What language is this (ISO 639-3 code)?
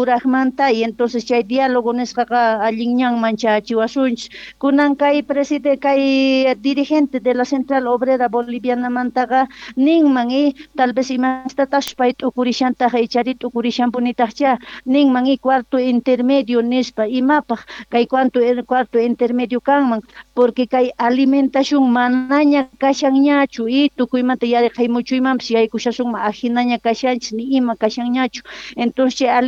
quh